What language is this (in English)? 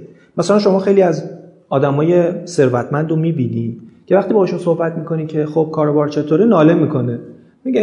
Persian